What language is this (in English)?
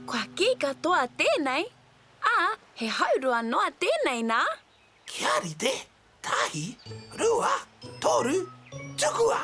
Māori